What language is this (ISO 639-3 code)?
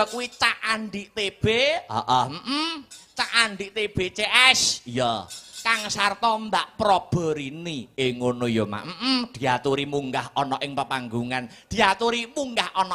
jav